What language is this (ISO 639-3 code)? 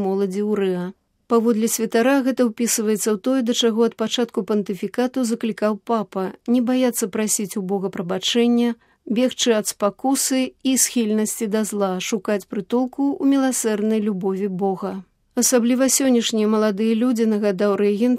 bel